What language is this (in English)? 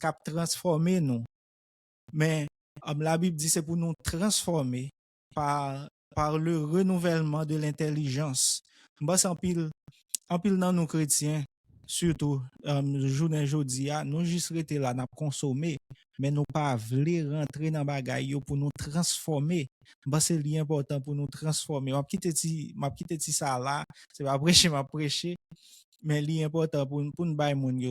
Haitian Creole